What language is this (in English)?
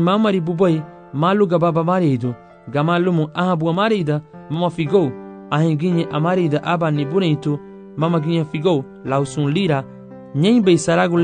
Garifuna